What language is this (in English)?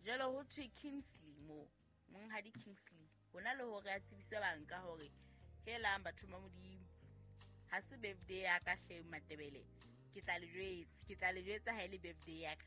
Southern Sotho